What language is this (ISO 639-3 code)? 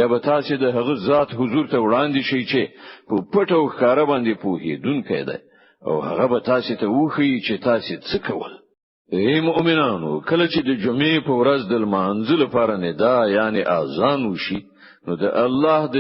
pus